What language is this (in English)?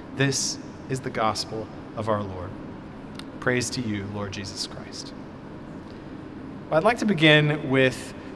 English